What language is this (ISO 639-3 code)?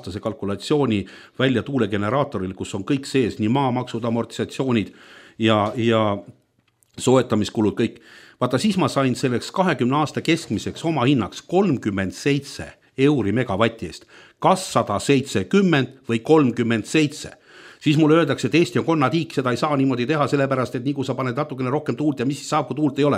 est